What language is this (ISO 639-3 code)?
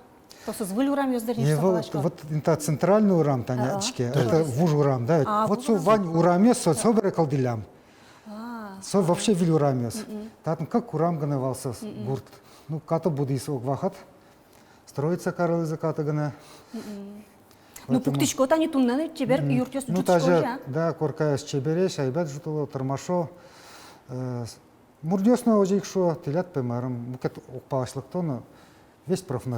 udm